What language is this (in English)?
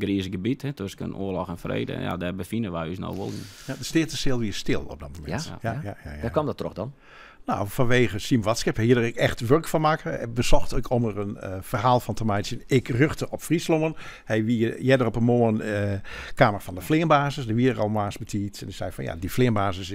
Western Frisian